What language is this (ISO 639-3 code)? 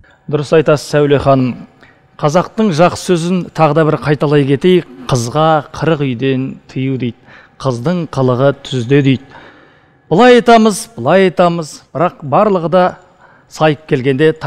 kaz